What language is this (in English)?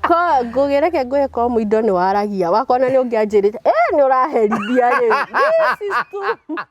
Kikuyu